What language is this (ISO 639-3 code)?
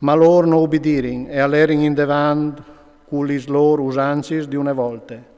fur